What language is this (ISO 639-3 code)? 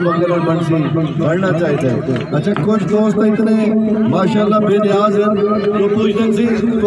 skr